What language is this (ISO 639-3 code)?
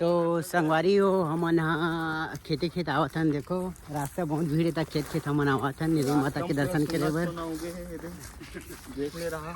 hne